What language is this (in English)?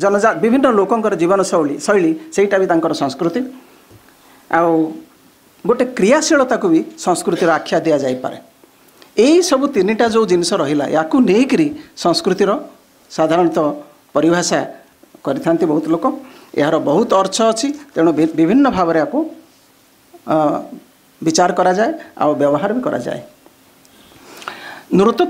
Odia